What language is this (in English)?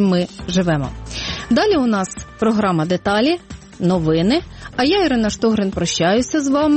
Ukrainian